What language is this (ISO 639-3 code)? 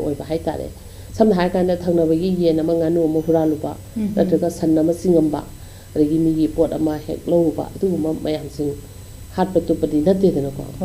mni